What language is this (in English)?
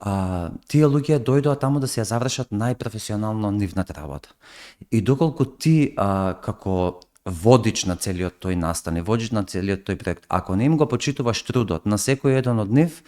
Macedonian